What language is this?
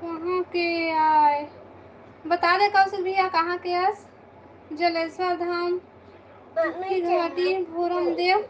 Chhattisgarhi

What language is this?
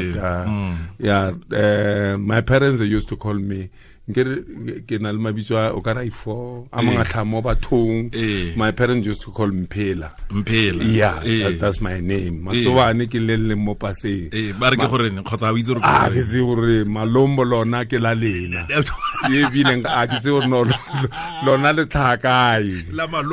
Tswana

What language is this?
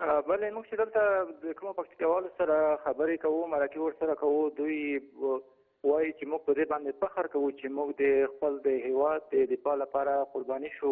Pashto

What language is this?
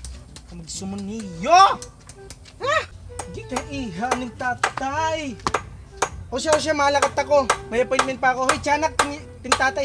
Waray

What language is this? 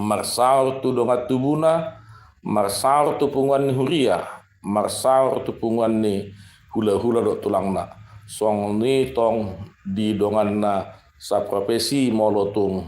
Batak Toba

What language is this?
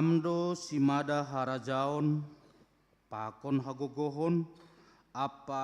Batak Simalungun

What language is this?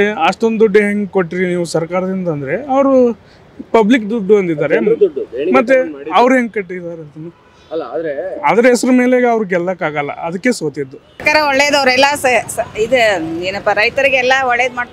Kannada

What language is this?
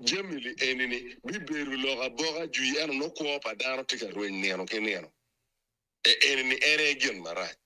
Acoli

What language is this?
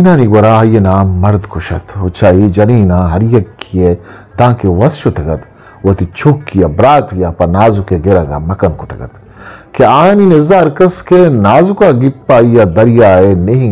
Eastern Balochi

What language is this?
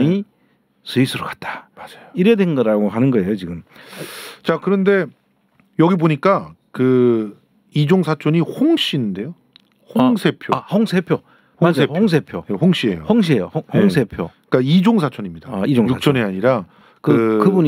Korean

